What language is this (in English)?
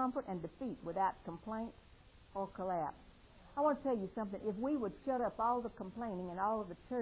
English